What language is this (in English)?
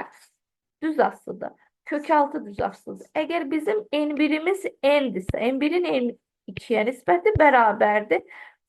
Azerbaijani